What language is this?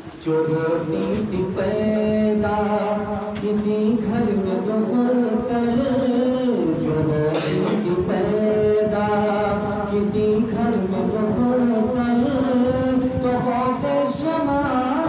Urdu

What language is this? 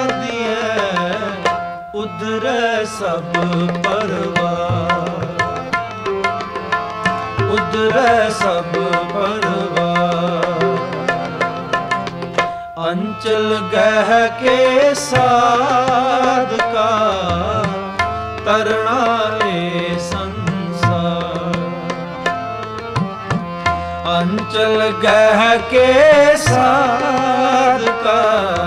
Punjabi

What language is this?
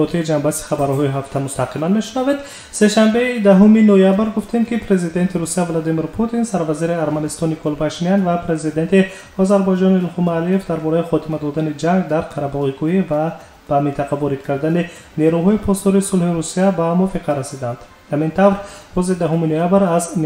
Tajik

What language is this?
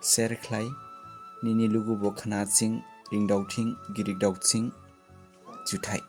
Dimasa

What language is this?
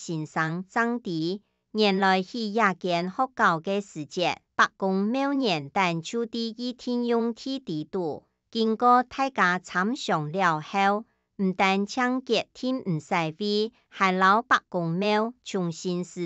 Hakka Chinese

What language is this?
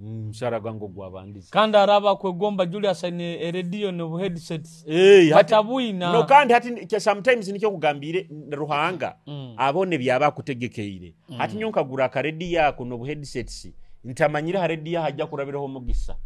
Nyoro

